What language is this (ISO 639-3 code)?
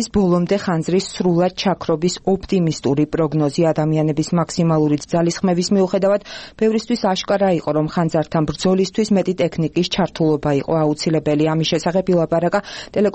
kat